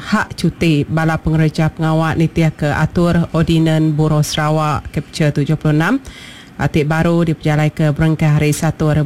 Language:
Iban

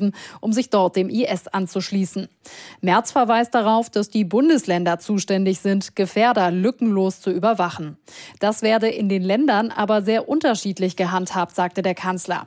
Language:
German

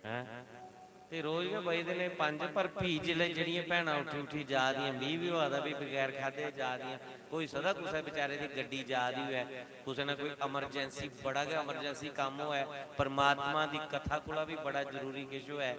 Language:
Dogri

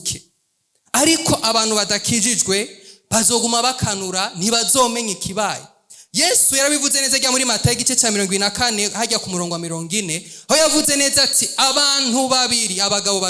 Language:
Rundi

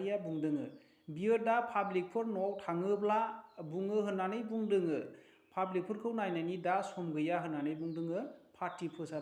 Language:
Bodo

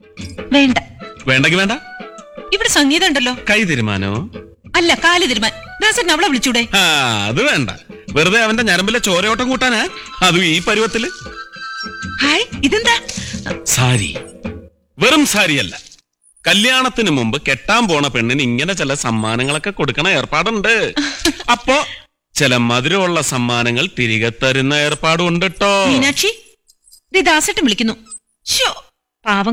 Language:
Malayalam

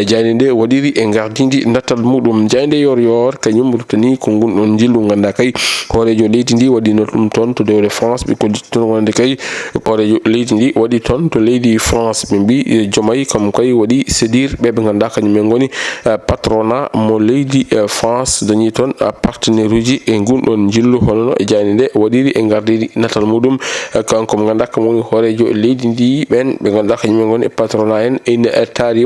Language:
Fula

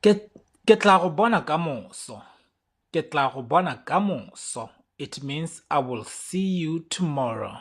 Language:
Tswana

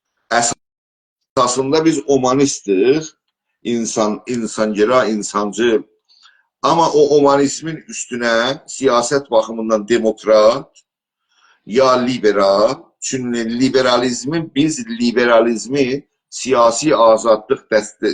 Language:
South Azerbaijani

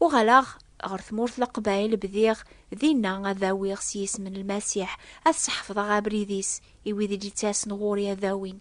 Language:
Kabyle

